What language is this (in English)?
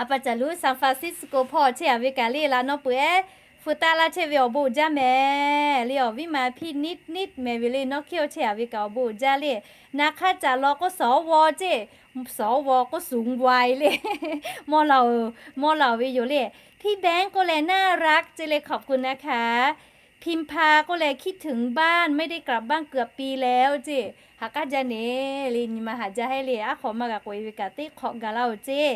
Lahu